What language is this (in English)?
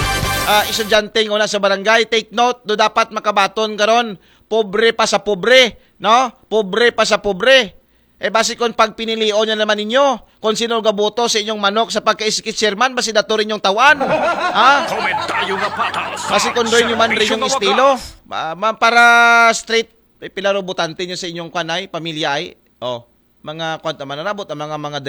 Aklanon